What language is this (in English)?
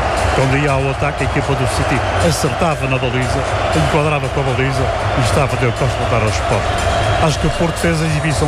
Portuguese